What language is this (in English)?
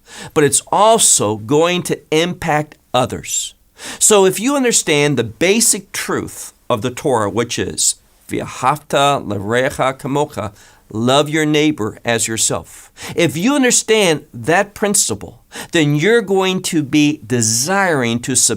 English